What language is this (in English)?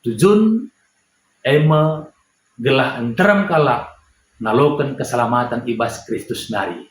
Batak Karo